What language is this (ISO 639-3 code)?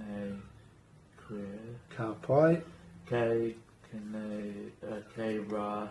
mri